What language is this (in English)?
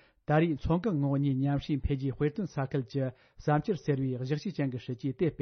Tibetan